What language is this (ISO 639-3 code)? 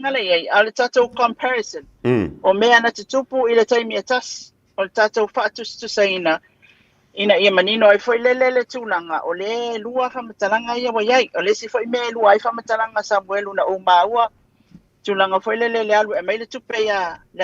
smo